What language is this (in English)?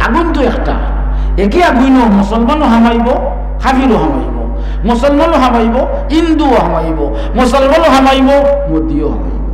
Sylheti